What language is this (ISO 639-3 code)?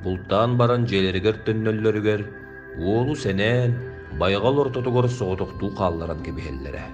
sah